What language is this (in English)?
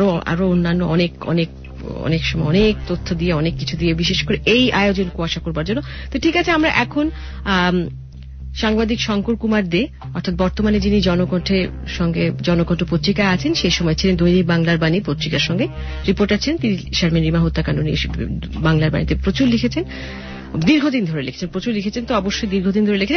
Bangla